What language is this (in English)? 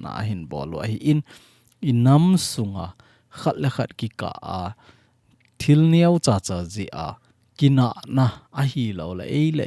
Thado Chin